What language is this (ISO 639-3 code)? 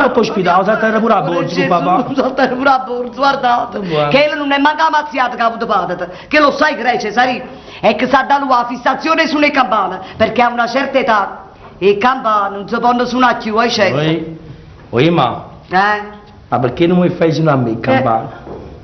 nap